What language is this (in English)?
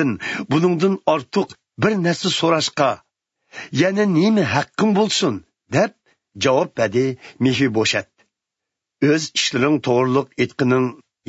Uyghur